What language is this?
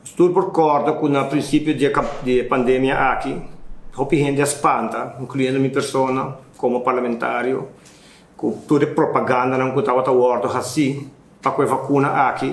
Papiamento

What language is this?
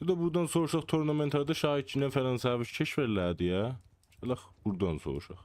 South Azerbaijani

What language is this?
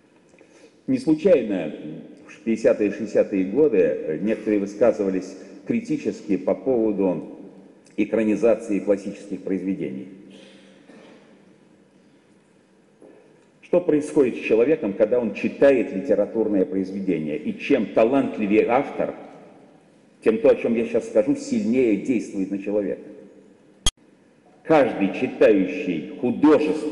Russian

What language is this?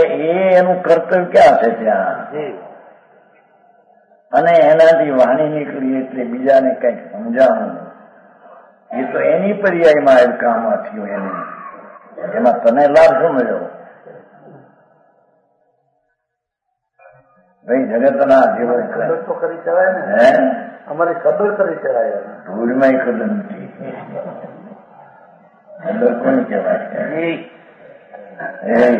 Gujarati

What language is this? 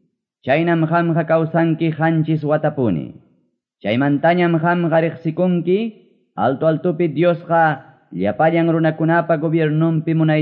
Quechua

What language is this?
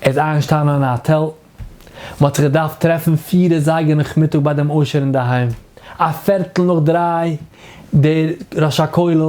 Yiddish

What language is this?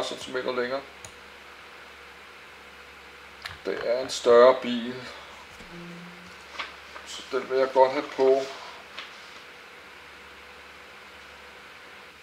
Danish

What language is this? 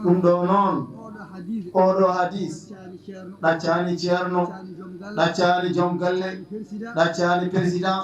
Fula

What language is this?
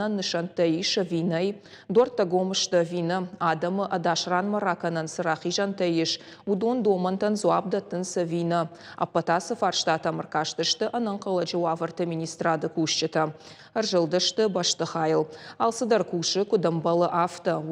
Ossetic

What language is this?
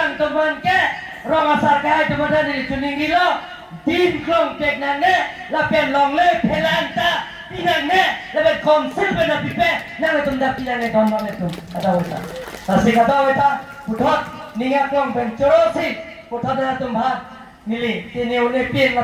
Karbi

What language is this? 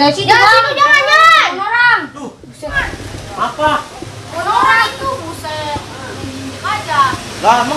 Betawi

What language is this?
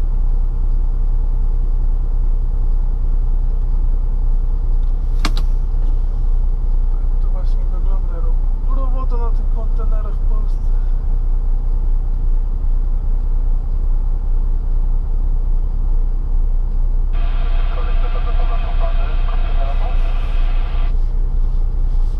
Polish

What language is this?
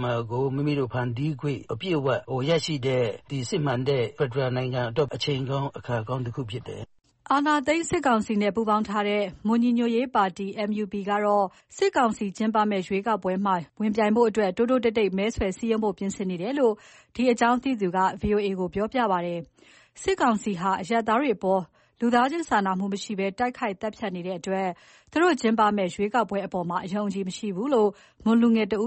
Burmese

